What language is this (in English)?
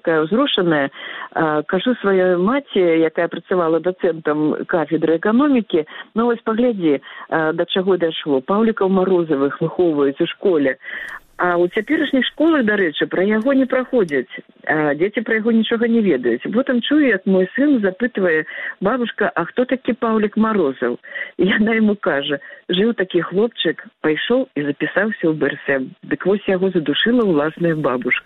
Belarusian